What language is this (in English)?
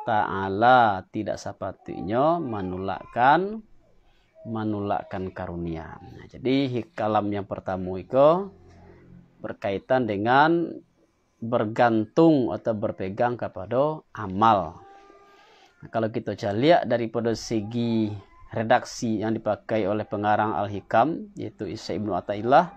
Minangkabau